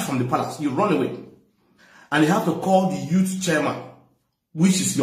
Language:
Nigerian Pidgin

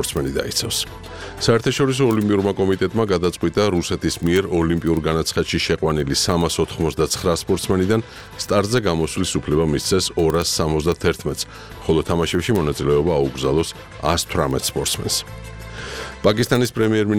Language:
Georgian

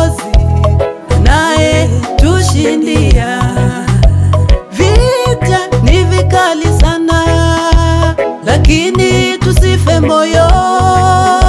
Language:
Swahili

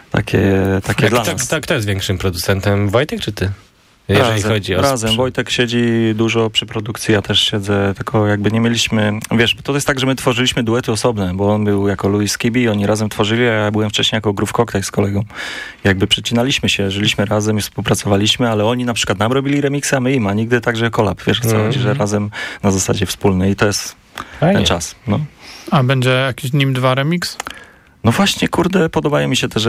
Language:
Polish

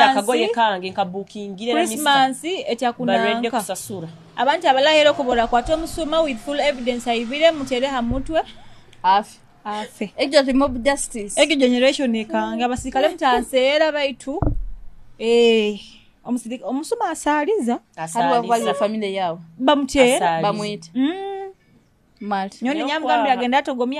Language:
Nyoro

